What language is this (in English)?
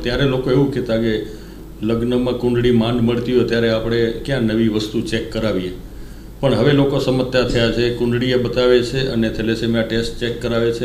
Gujarati